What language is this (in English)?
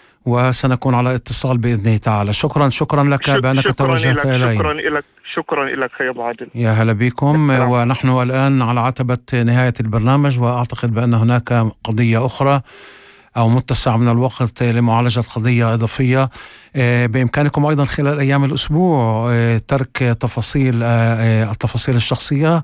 North Levantine Arabic